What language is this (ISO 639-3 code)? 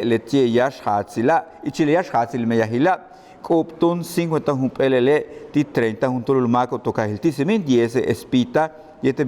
yua